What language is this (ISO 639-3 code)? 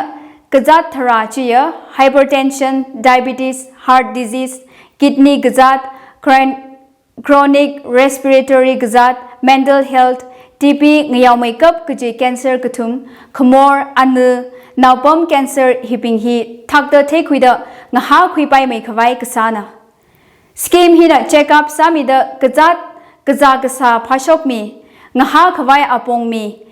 nmf